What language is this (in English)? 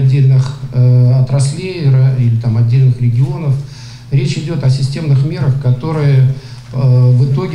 Russian